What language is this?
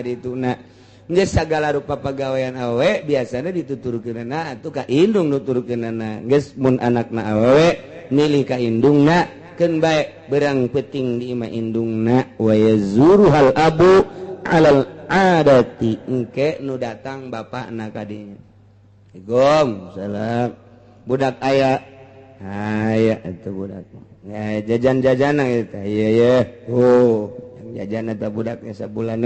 Sundanese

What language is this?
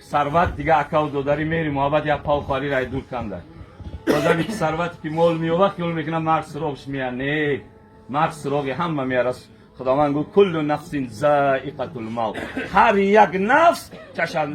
Tajik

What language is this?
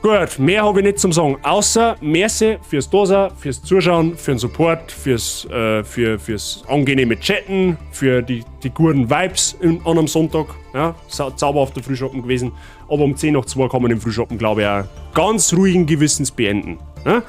Bavarian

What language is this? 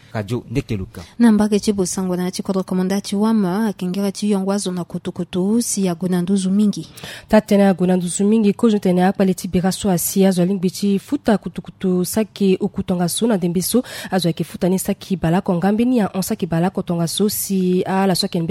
Sango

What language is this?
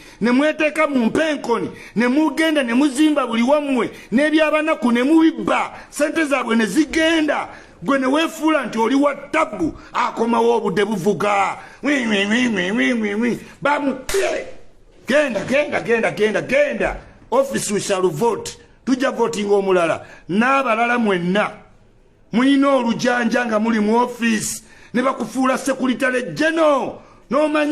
Ganda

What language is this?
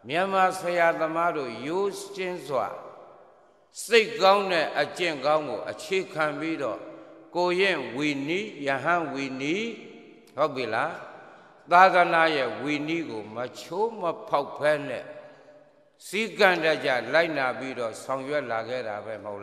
Burmese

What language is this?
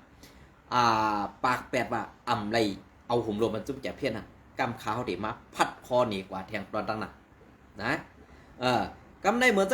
Shan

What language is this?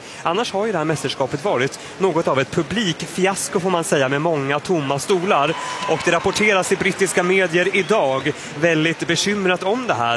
Swedish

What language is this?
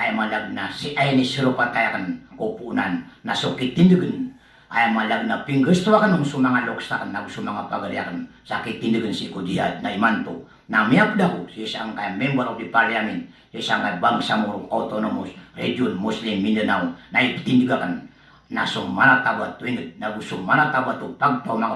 Maranao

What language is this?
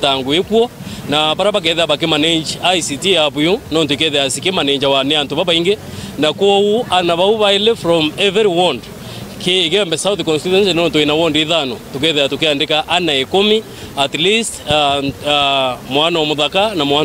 Meru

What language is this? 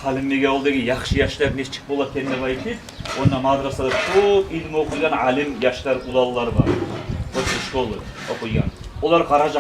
Kumyk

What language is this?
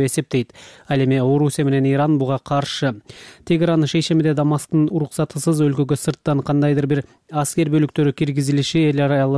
Kyrgyz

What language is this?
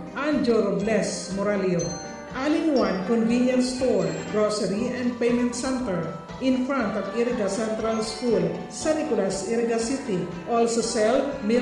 Bikol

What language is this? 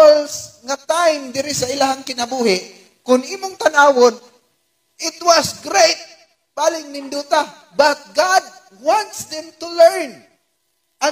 Cebuano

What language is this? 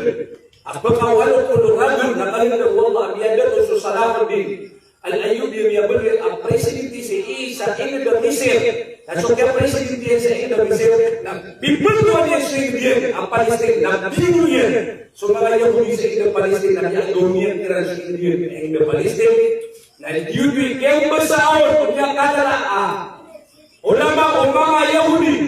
Maranao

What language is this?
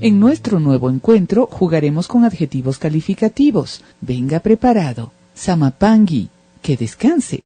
Imbabura Highland Quichua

